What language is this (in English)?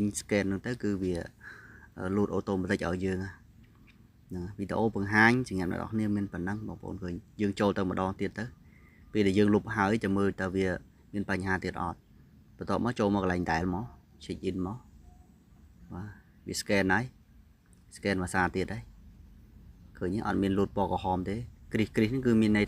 Khmer